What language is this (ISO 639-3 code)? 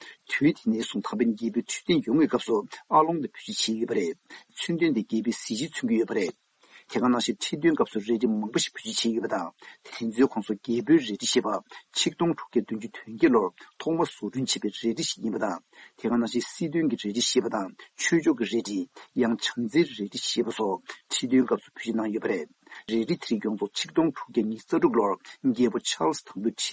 bod